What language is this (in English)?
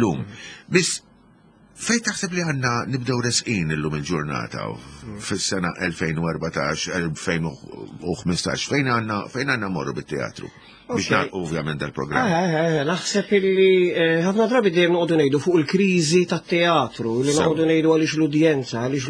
Maltese